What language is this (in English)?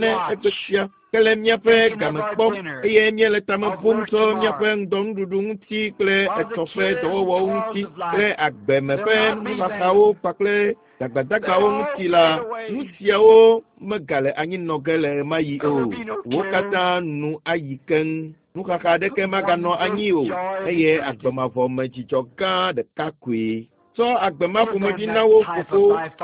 Ewe